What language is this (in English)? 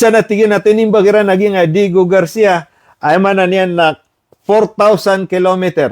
Maranao